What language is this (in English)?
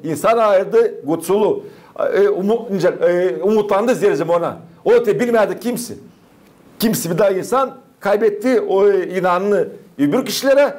Gagauz